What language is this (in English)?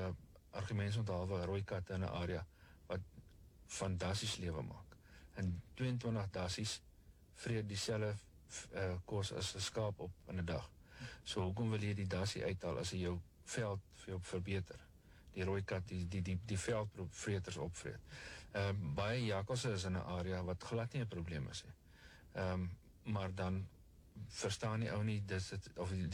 Afrikaans